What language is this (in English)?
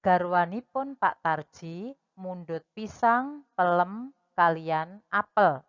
Javanese